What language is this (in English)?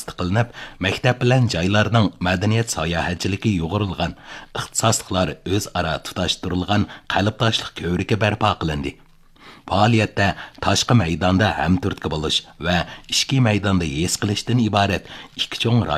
Uyghur